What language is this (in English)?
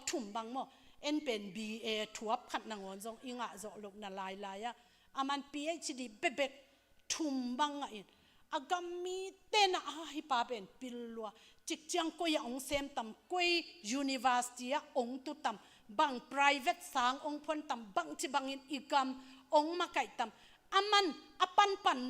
Tedim Chin